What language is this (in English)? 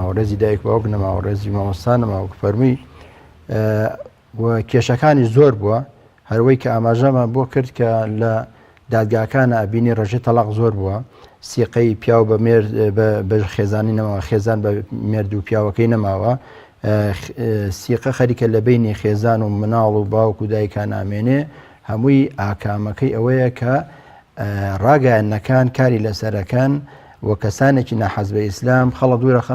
Central Kurdish